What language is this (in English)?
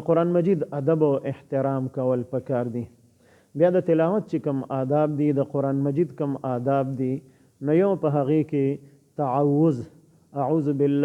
Pashto